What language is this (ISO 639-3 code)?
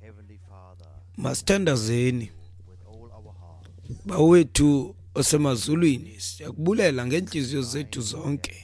xho